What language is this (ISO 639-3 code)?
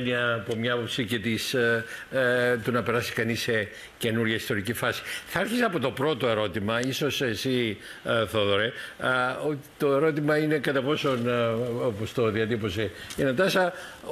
ell